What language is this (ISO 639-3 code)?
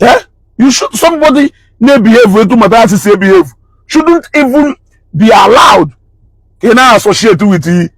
ibo